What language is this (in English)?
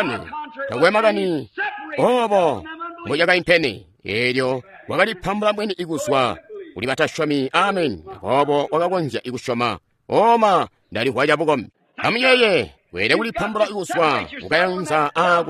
Tonga (Zambia)